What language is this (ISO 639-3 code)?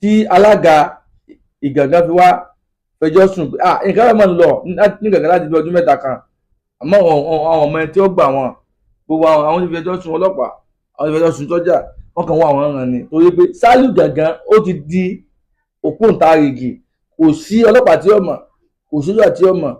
yor